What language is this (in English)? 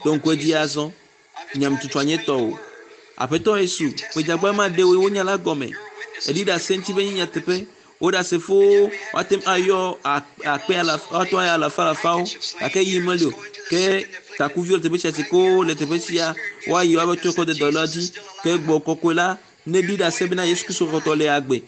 Ewe